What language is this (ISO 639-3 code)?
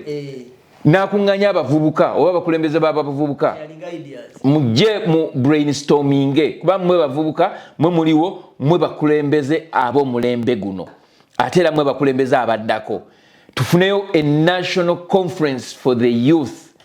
lug